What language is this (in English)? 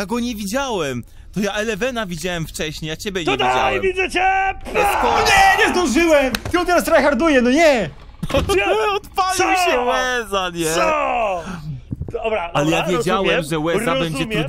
Polish